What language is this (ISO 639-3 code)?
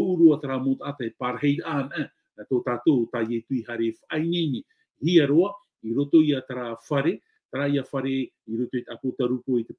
tah